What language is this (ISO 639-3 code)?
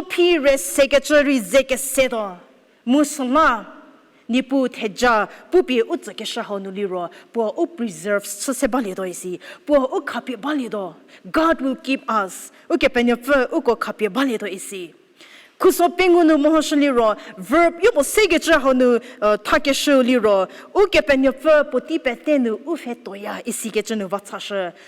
njm